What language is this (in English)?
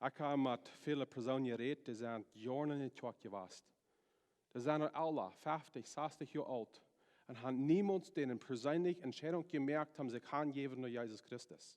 Plautdietsch